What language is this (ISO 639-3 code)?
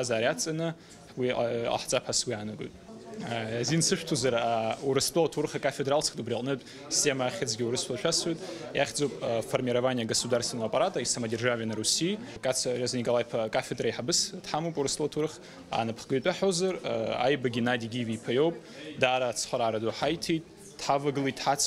abk